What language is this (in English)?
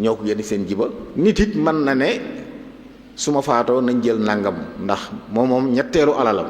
Wolof